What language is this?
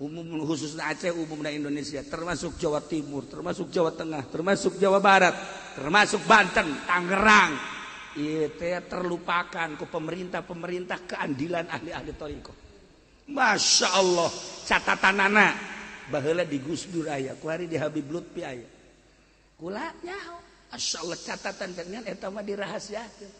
Sundanese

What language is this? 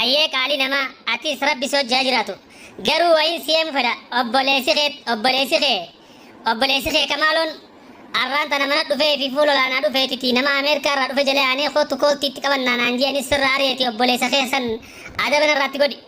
Oromo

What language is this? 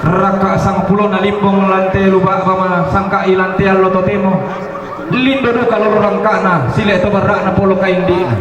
Toraja-Sa'dan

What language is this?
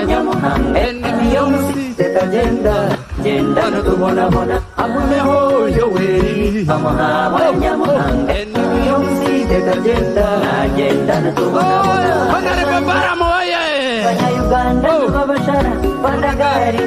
Nyankole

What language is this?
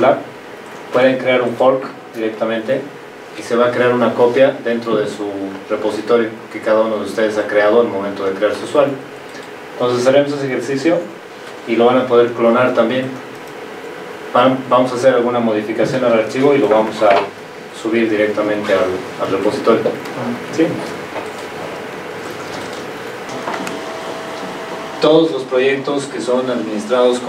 Spanish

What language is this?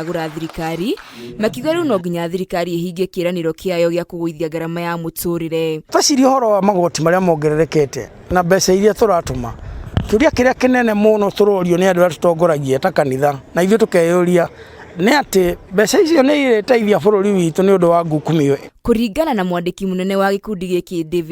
Kikuyu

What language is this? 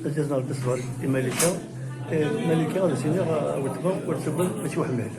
Kabyle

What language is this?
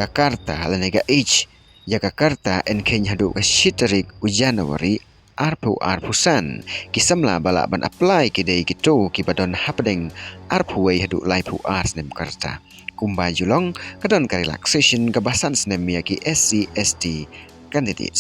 Khasi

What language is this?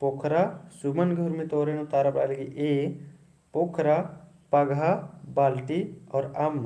Kurukh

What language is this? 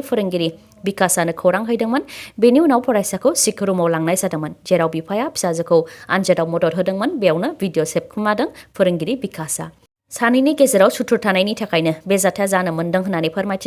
Bodo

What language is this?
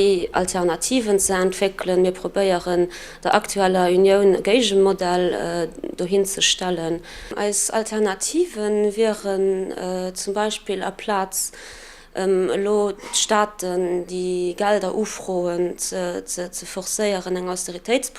Luxembourgish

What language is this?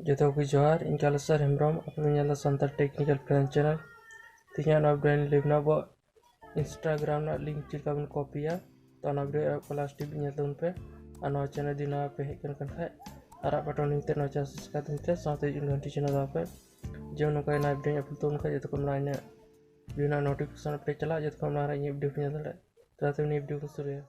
Santali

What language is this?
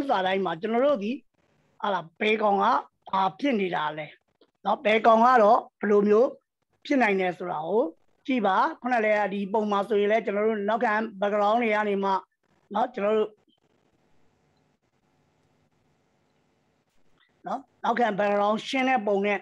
Burmese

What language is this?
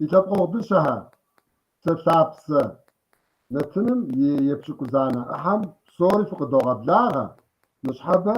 Kabardian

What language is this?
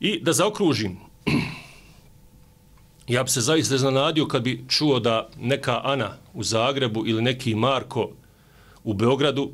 Bosnian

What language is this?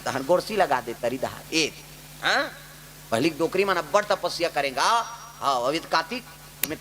Chhattisgarhi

